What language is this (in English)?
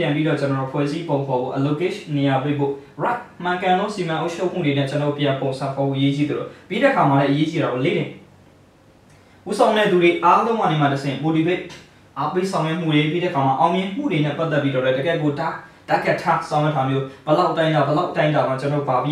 Burmese